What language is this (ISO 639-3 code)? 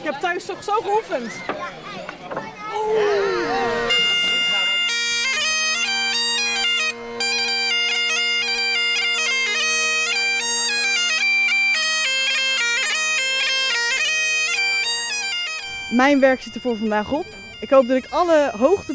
nld